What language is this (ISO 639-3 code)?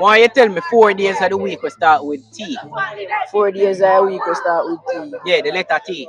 jam